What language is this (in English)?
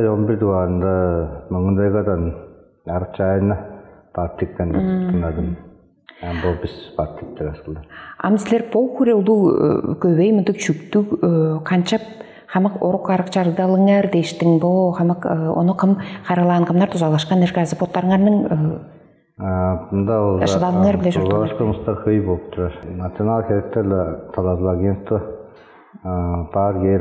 Tuvinian